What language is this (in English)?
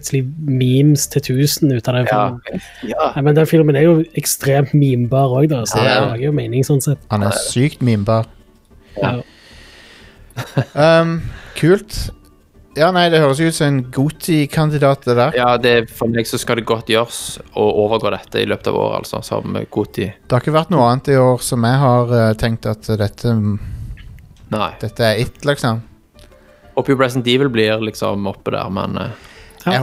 Norwegian